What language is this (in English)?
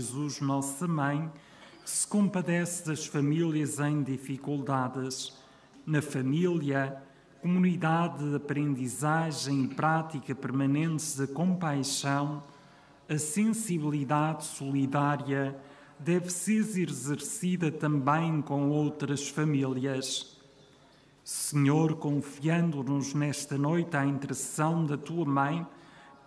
Portuguese